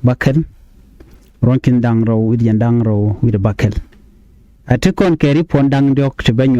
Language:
Nuer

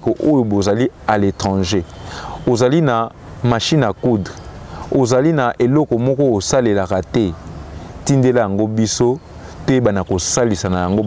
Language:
Lingala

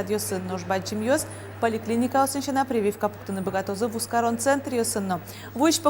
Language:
Udmurt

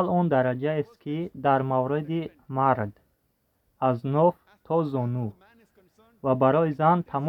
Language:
Tajik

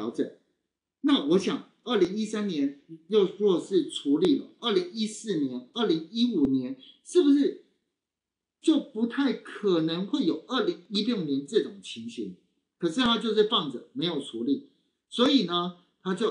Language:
Chinese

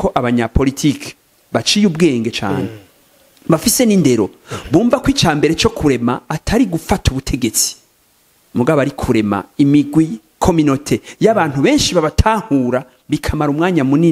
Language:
Rundi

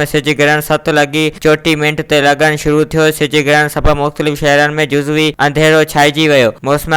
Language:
Sindhi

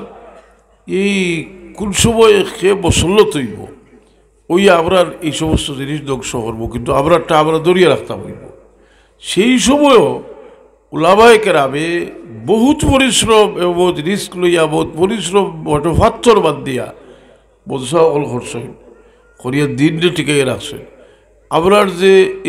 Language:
Sylheti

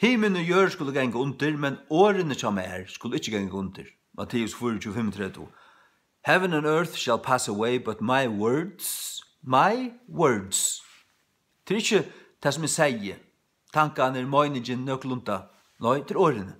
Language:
Faroese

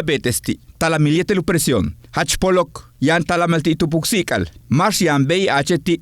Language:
Yucateco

